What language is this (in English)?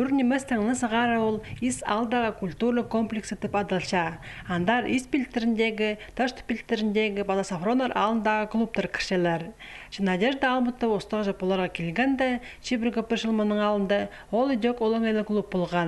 Khakas